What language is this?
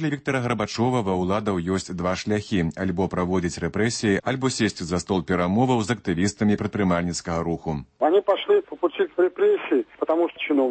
Belarusian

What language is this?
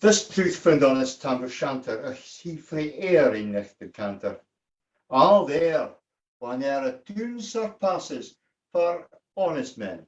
Scots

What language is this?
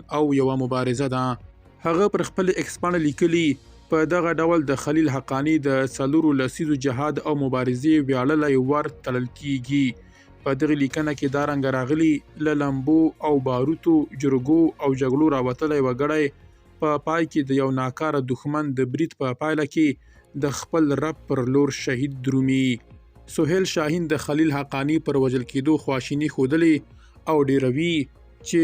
Pashto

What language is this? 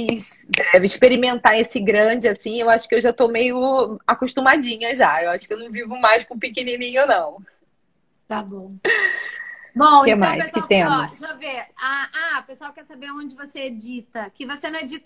Portuguese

